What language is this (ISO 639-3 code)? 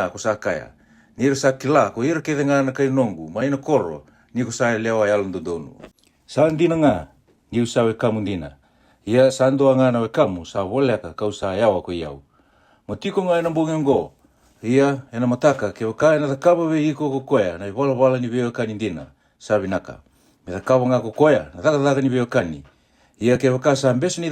fij